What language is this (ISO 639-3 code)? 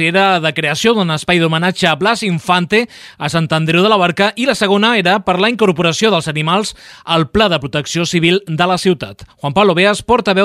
cat